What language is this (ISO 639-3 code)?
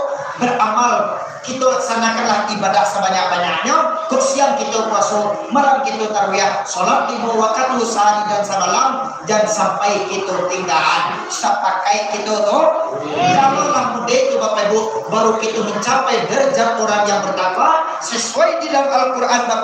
min